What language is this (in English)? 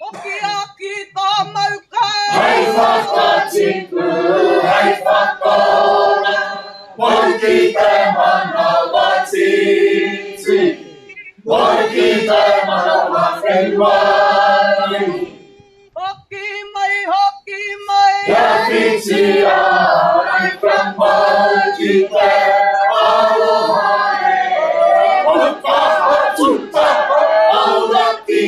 Māori